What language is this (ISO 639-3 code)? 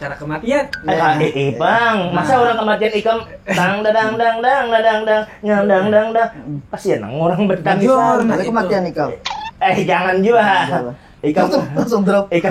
bjn